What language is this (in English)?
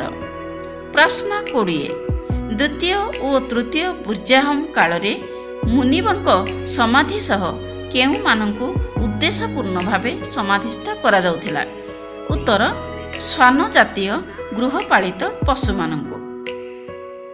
Odia